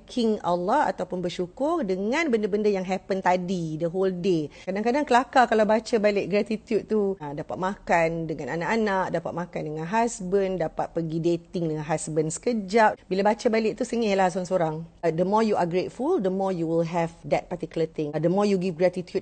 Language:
Malay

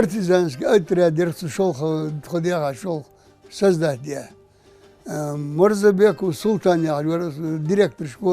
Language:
Ingush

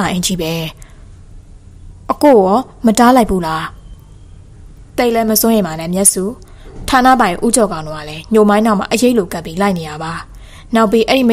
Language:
Burmese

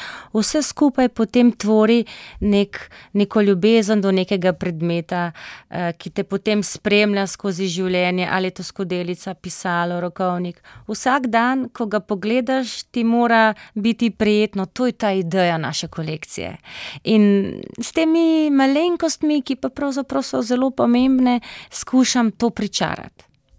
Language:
Slovenian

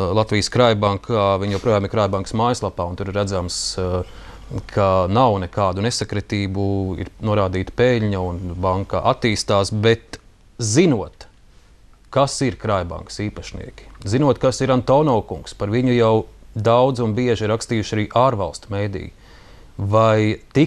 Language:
Latvian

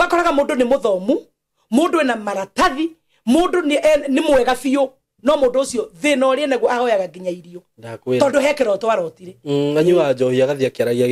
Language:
Kikuyu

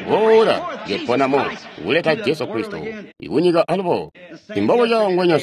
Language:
Tonga (Zambia)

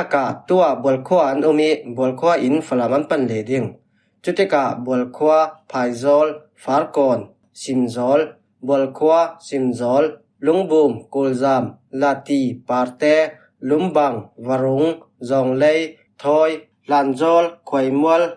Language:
Falam Chin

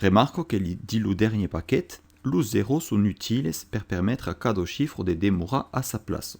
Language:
Occitan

